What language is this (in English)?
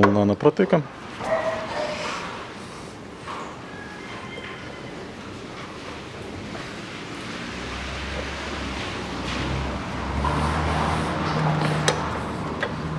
Russian